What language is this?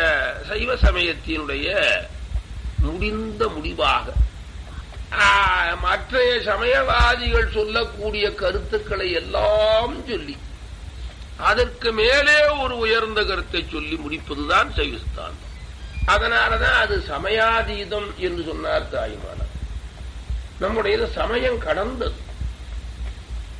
Tamil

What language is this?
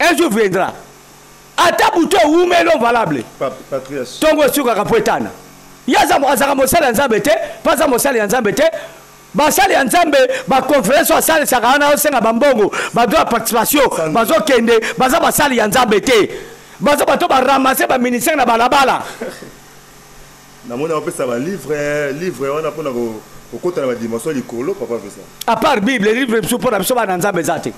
Lingala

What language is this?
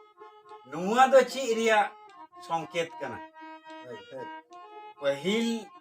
Santali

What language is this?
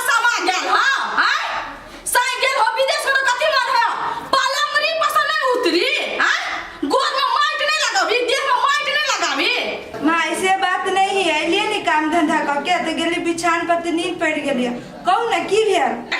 Maithili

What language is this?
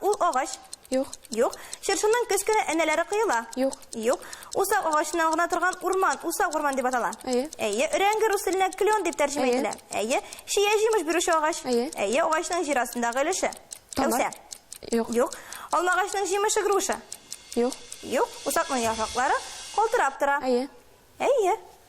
Tatar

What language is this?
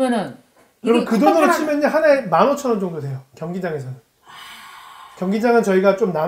Korean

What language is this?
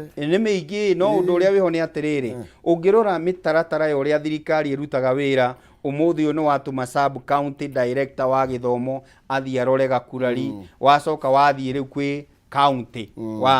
Kikuyu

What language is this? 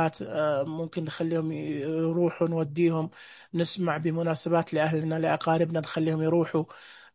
Najdi Arabic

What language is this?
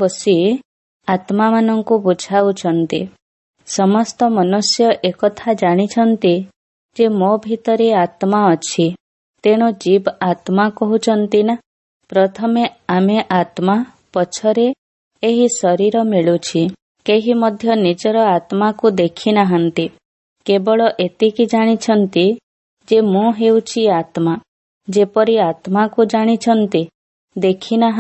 Odia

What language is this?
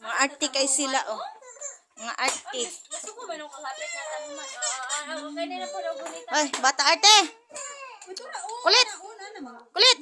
Cebuano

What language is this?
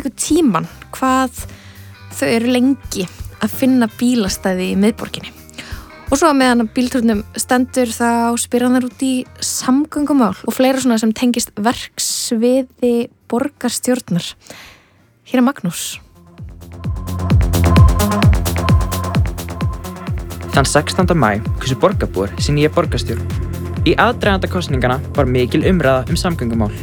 Icelandic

